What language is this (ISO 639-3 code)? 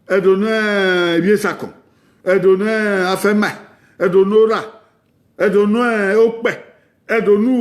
bin